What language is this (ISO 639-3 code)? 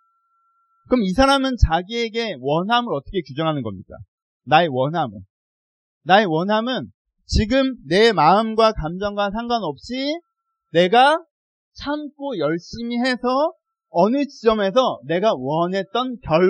kor